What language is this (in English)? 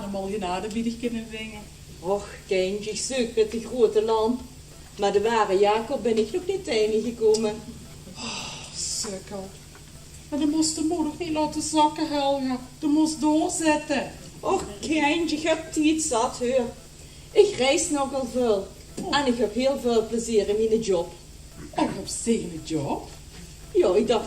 Limburgish